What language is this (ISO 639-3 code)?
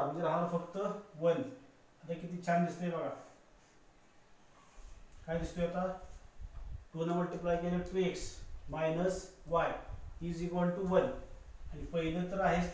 mar